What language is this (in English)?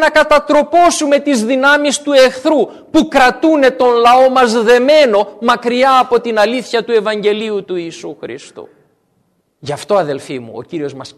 Greek